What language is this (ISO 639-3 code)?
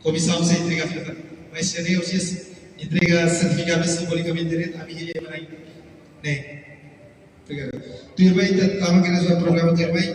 tet